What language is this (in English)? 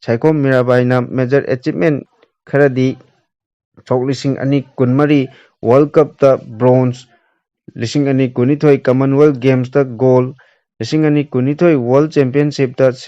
Manipuri